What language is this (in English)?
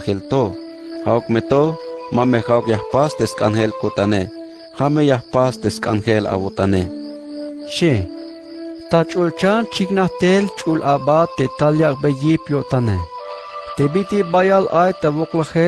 Tzeltal